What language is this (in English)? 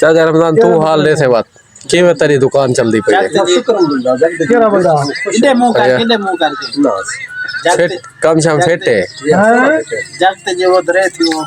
Saraiki